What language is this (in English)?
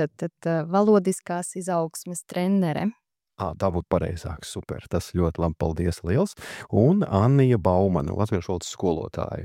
Latvian